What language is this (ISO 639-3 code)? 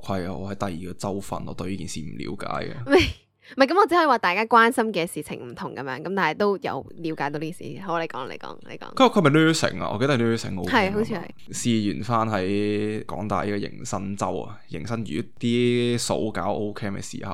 yue